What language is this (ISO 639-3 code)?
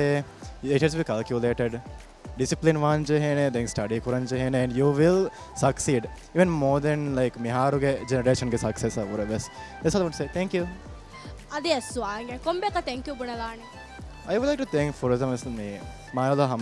div